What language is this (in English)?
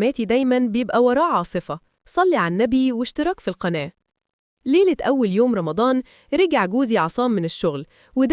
Egyptian Arabic